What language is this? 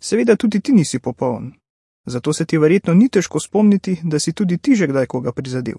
Slovenian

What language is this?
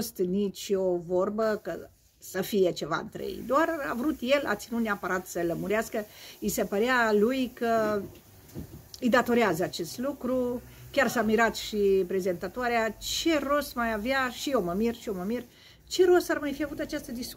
Romanian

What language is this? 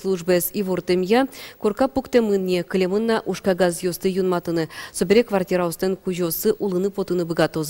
Udmurt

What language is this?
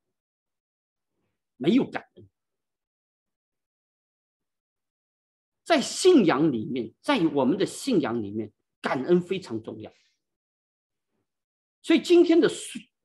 Chinese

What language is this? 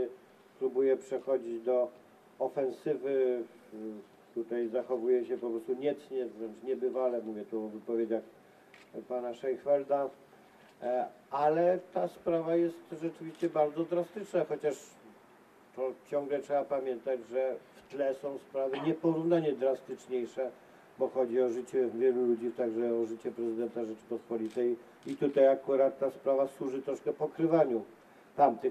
Polish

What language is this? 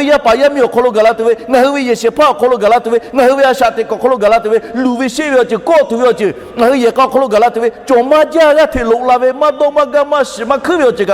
Lahu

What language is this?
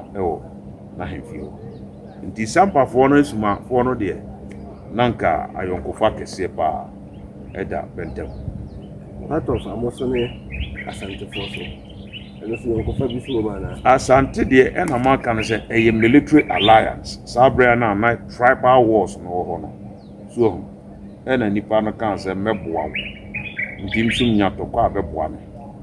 Akan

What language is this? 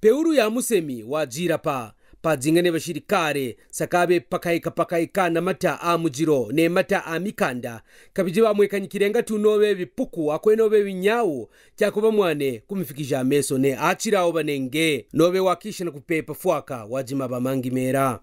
Kaonde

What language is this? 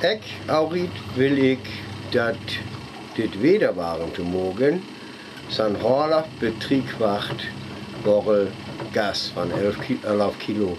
Northern Frisian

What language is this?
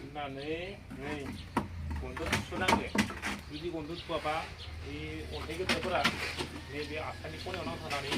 Bodo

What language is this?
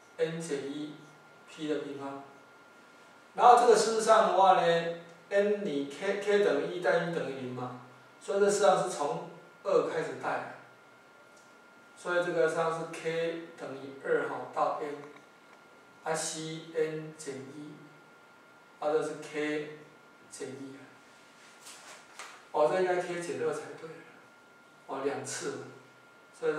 Chinese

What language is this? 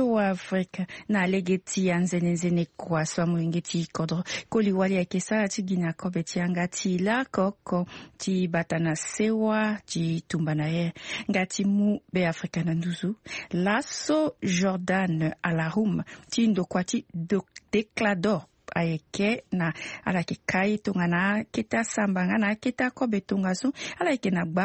Sango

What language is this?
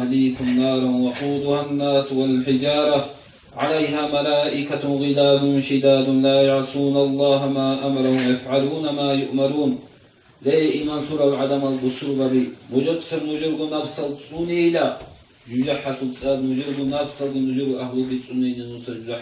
Avaric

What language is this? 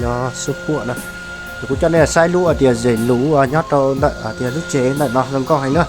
Hmong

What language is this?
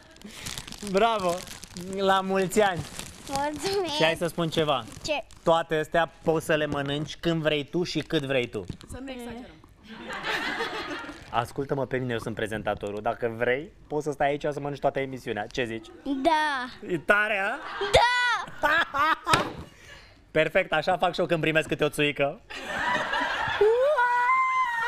Romanian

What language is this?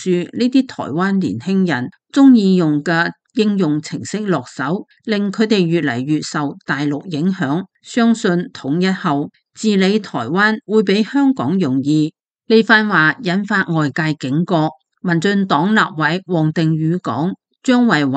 Cantonese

